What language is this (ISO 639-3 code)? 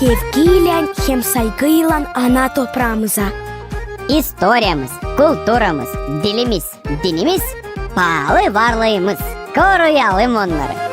gag